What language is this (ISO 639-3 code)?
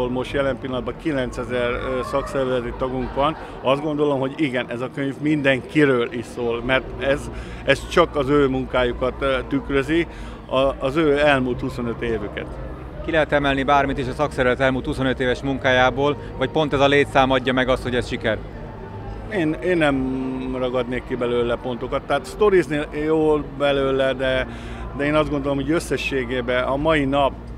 hun